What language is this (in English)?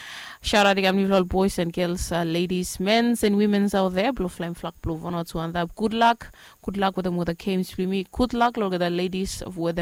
Bislama